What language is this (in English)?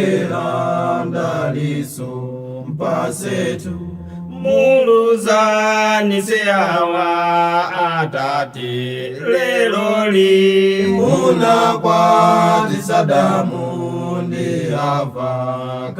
Nyanja